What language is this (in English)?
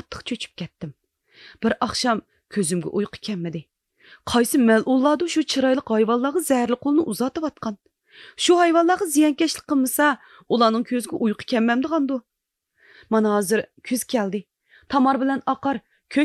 Uyghur